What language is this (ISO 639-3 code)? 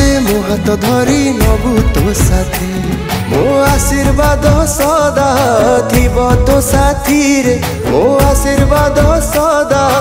ori